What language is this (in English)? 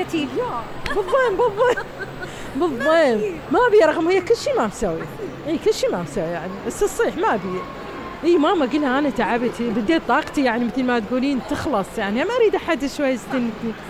Mesopotamian Arabic